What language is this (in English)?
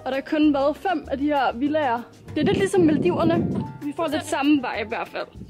Danish